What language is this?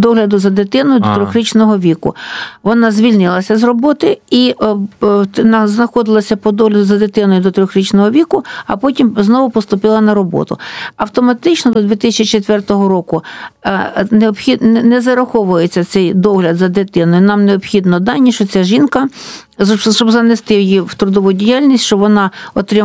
Ukrainian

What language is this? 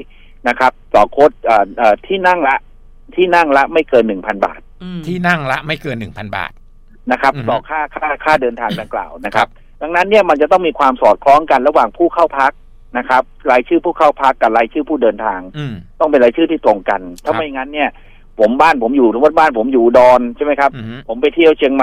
Thai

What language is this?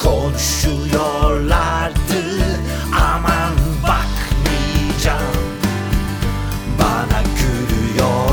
Turkish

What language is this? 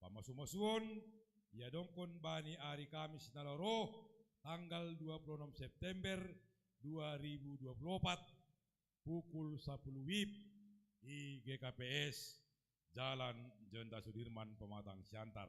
Batak Simalungun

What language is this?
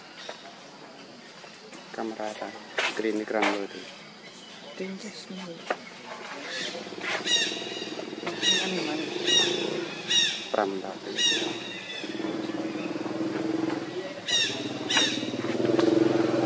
Vietnamese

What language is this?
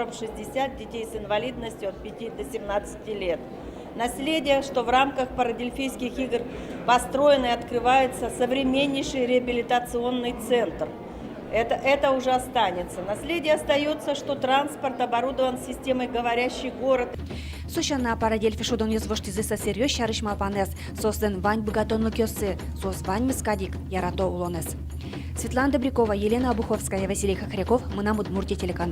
Udmurt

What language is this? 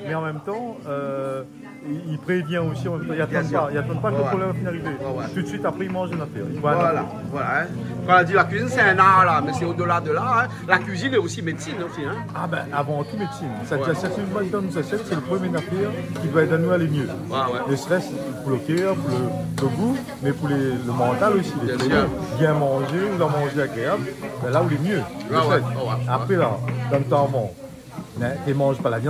Réunion Creole French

